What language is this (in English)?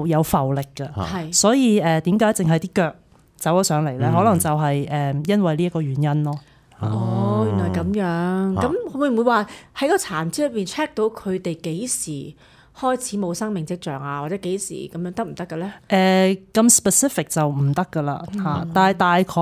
Cantonese